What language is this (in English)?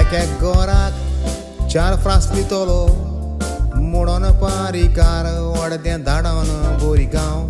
Konkani